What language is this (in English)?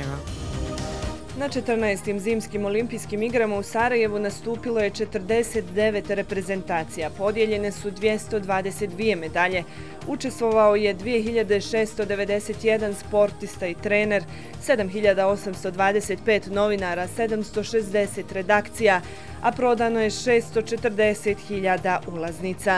Bosnian